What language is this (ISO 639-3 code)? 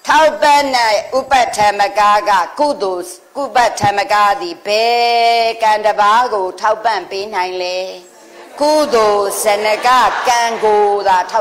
mya